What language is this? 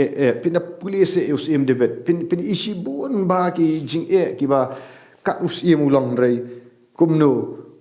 Khasi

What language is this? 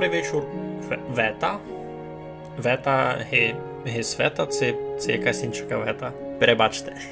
Rusyn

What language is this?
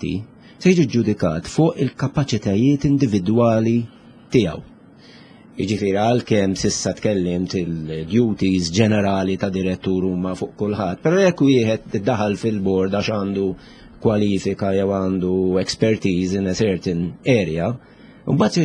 Maltese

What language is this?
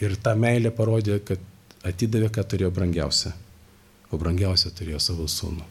Lithuanian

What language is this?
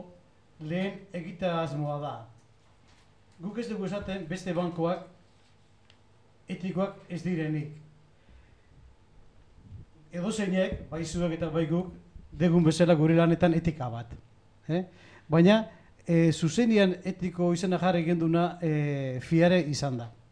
Basque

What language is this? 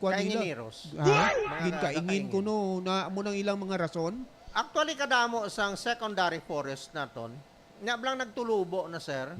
Hiligaynon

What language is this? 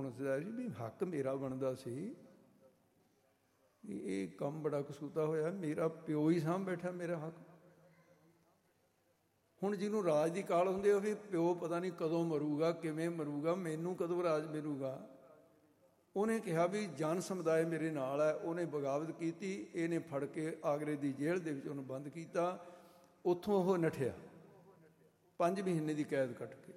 Punjabi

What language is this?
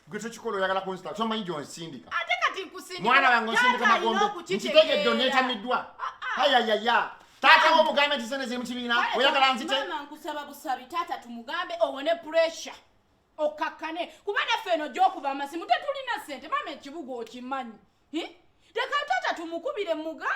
Ganda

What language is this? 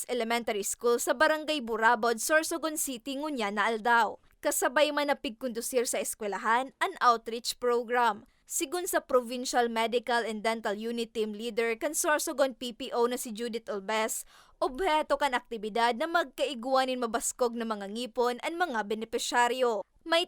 Bikol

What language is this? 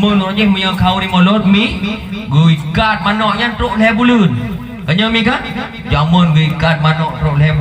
Achinese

